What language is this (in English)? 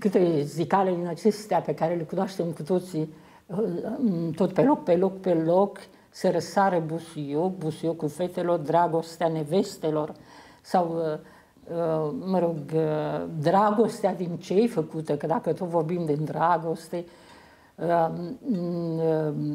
Romanian